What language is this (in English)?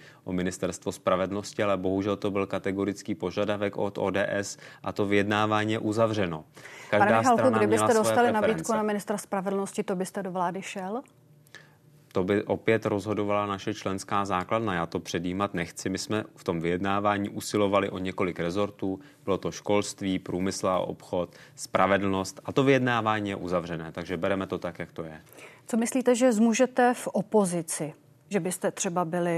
Czech